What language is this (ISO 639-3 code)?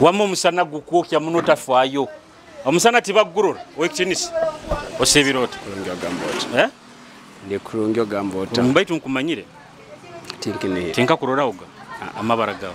nyo